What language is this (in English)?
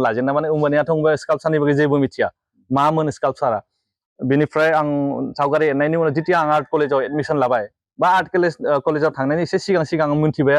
Bodo